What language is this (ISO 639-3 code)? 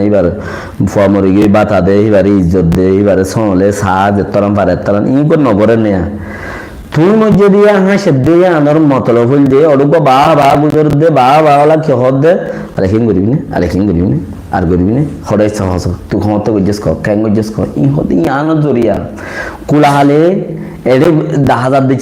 rhg